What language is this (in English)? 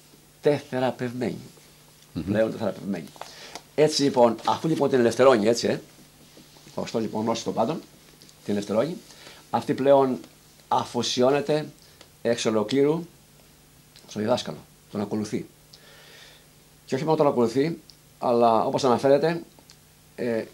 Greek